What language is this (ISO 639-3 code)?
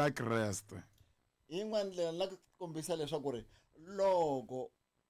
tso